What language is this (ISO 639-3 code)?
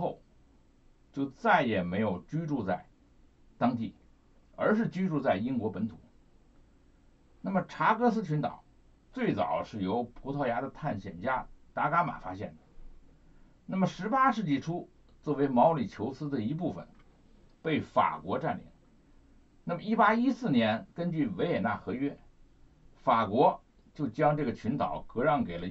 zho